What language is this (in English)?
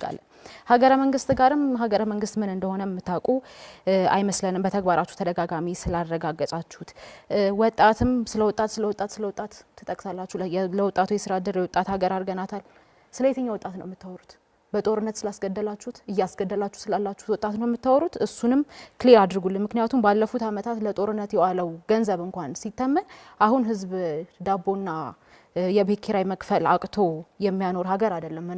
Amharic